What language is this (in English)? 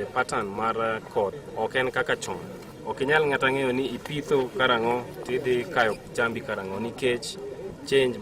Luo (Kenya and Tanzania)